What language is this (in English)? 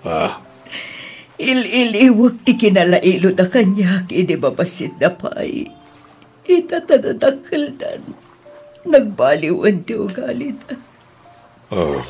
Iloko